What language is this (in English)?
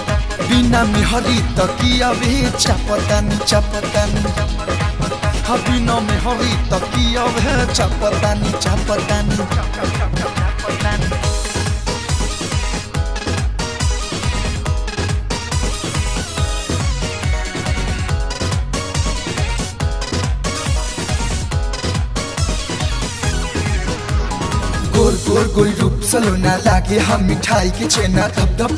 Bhojpuri